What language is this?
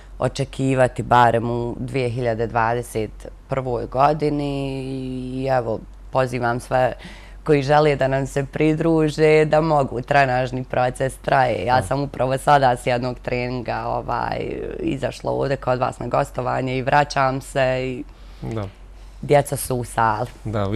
Croatian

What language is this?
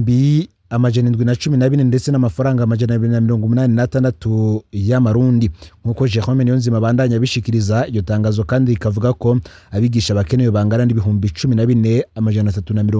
Rundi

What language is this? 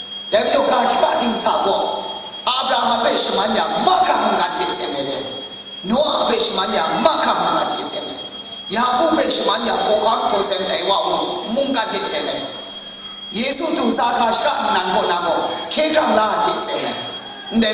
Kachin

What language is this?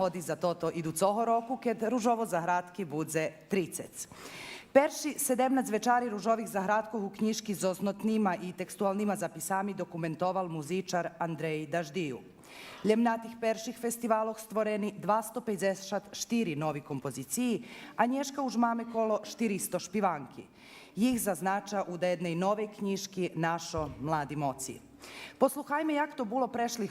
Rusyn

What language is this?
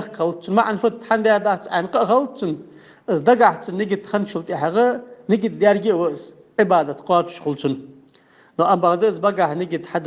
Ingush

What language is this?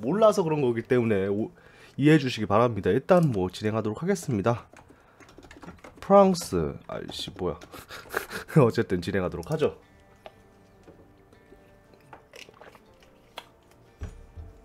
Korean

